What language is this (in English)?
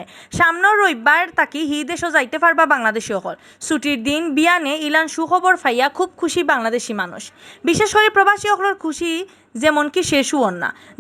Sylheti